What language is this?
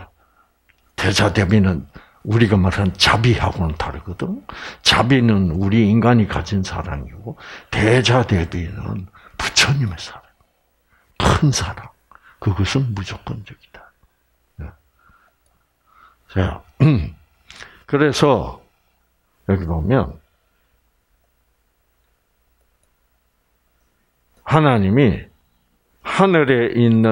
Korean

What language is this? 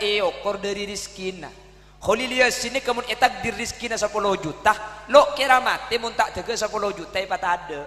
Madurese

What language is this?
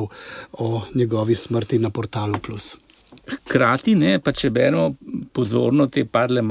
Slovenian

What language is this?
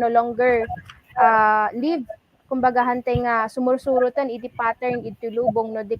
Iloko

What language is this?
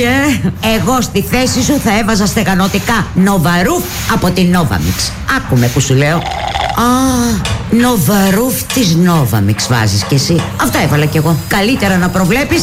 Greek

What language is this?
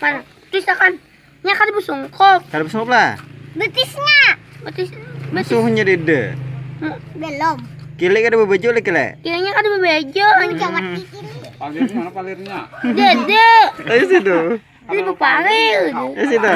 Banjar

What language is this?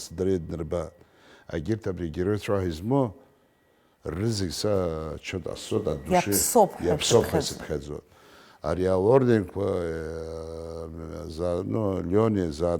Abkhazian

